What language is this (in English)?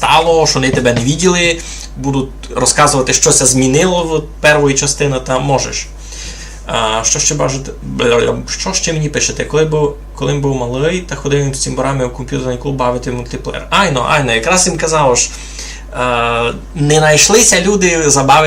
Rusyn